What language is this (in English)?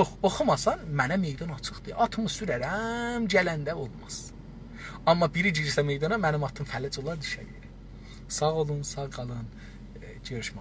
South Azerbaijani